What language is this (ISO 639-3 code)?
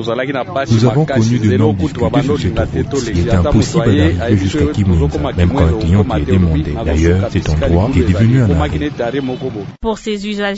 fra